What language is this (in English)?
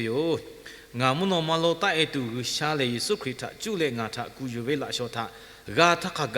Lahu